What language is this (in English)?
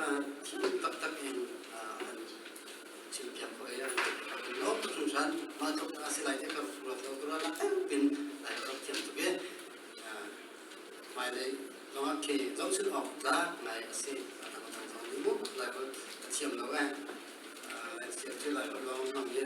Hakha Chin